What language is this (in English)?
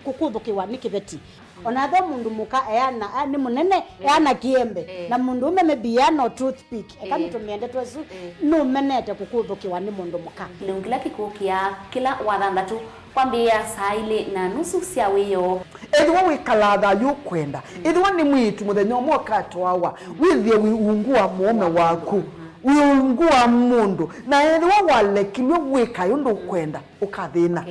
Kamba